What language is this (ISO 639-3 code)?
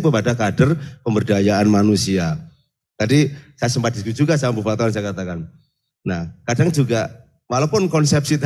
ind